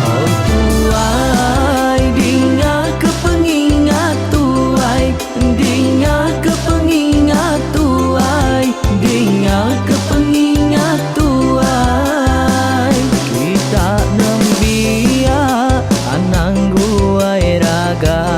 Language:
Iban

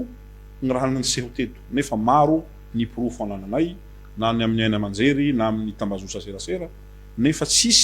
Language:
Malagasy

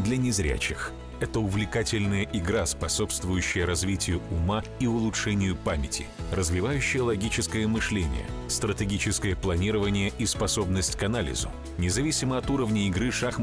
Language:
Russian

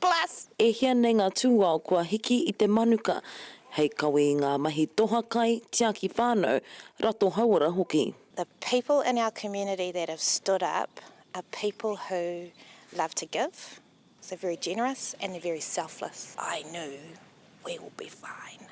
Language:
Māori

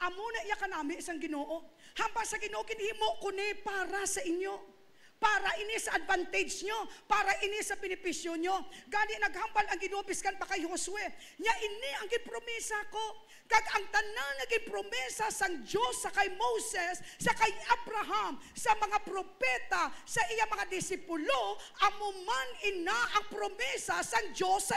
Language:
Hiligaynon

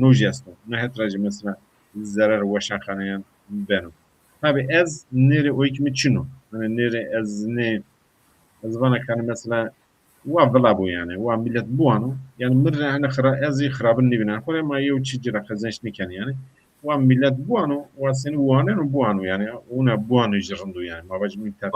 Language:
Zaza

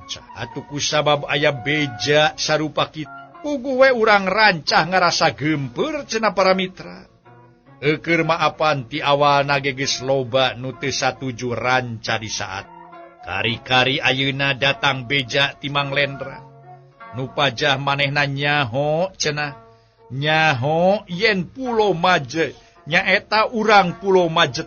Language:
Sundanese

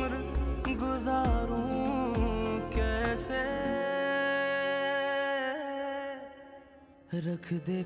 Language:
Persian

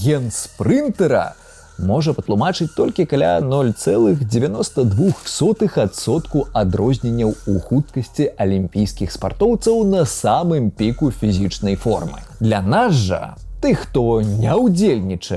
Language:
Belarusian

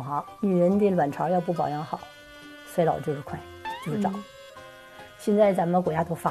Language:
Chinese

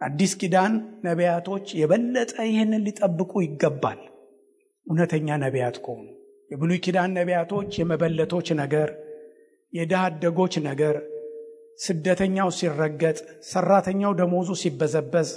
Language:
Amharic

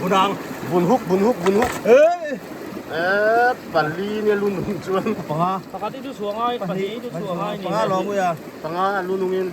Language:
Mizo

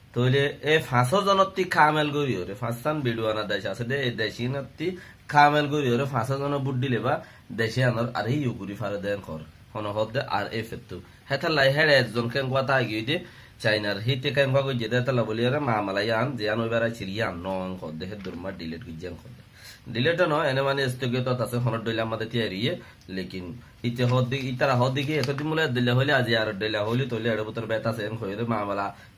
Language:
Rohingya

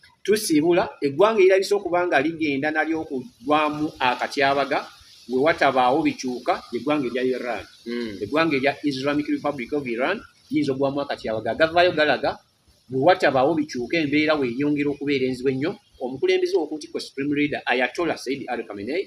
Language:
Ganda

